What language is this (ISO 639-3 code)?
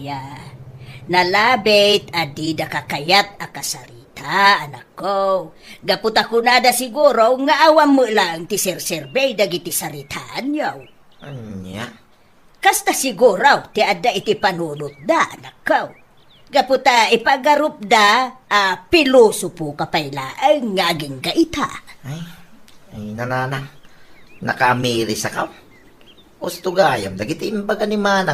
ilo